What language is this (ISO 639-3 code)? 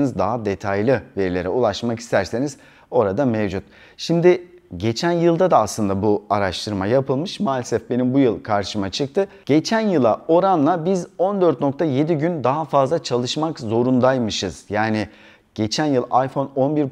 tur